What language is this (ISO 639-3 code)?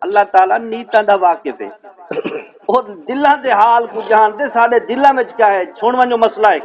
skr